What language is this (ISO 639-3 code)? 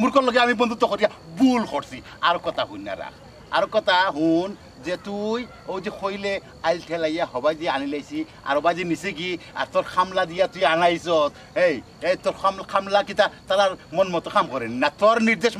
syl